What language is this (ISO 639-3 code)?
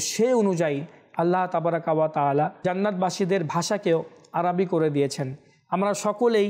ben